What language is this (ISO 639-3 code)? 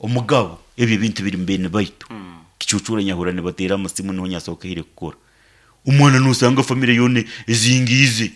nyn